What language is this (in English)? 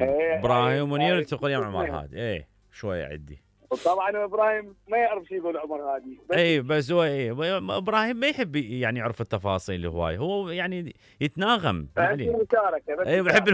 Mesopotamian Arabic